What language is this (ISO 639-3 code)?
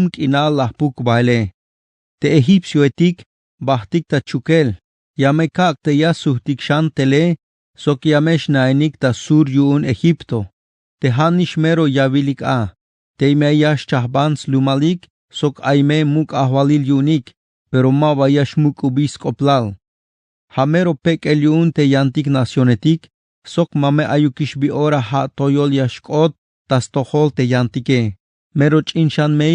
tzh